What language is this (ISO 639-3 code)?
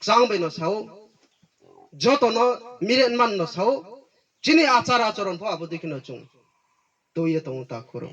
ria